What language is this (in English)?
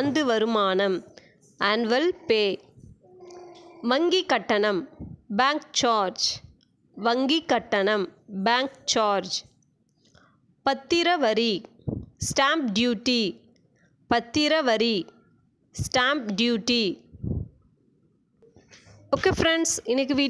Tamil